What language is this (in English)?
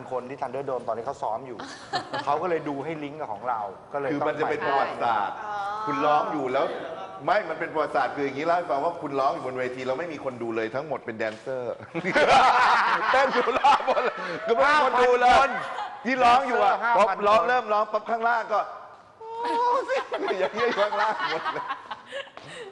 Thai